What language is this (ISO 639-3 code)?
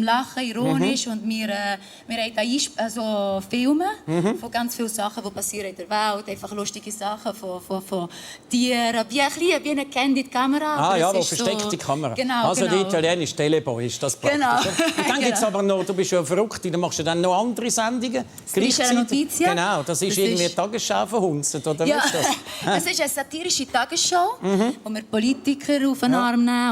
gsw